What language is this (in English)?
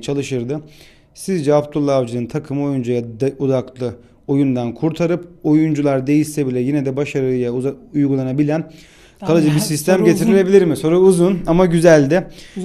Turkish